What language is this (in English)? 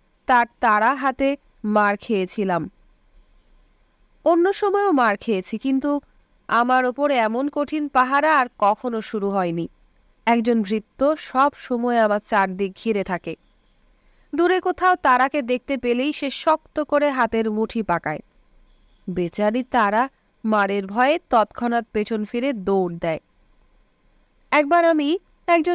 Bangla